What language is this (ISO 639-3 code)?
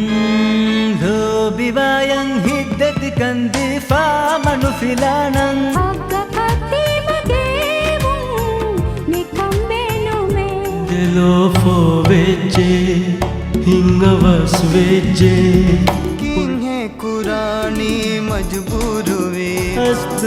div